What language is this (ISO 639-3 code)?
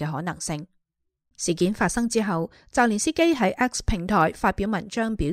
yue